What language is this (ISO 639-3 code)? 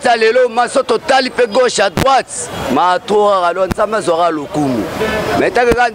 lin